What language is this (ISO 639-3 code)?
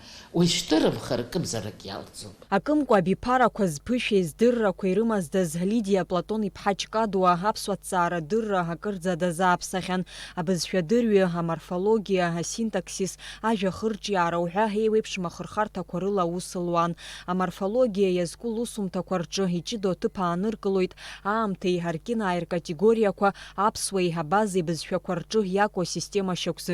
abk